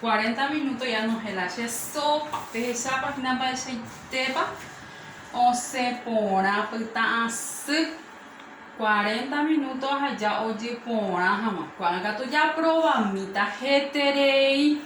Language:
Guarani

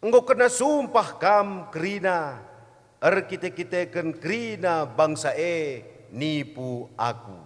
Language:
Batak Karo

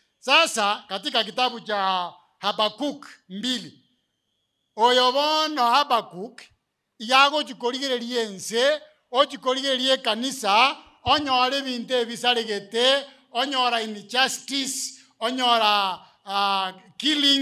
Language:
Gusii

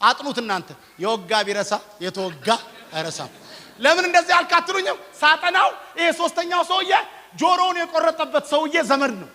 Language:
Amharic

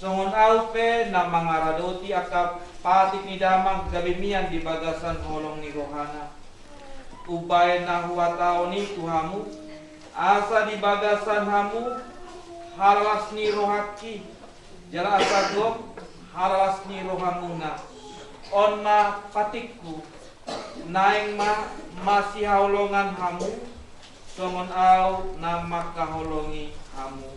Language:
Batak Toba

